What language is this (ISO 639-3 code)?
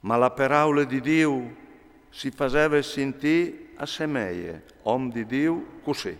fur